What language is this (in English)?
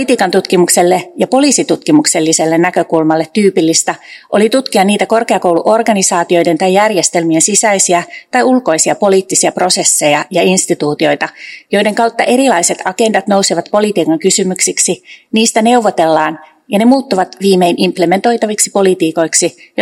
Finnish